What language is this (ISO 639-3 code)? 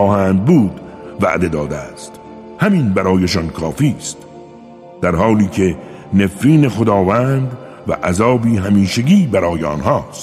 fas